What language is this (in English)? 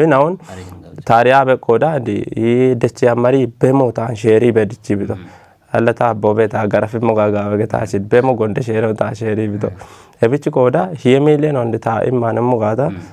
Kafa